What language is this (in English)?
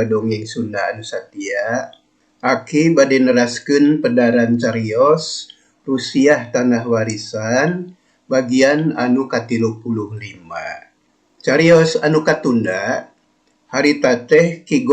Sundanese